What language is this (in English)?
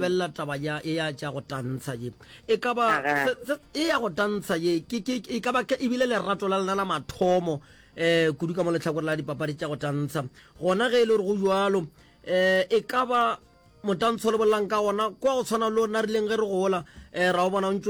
Northern Sotho